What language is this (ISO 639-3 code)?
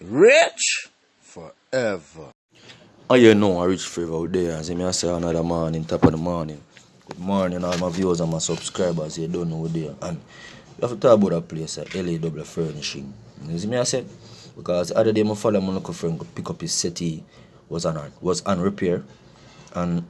jam